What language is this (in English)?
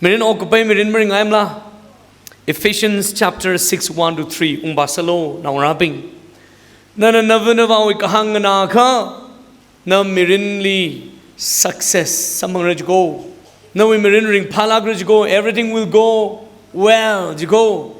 Tangkhul Naga (India)